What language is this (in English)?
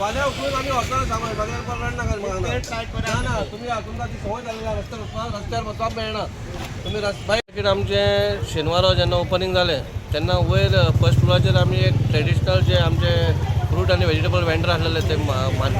Konkani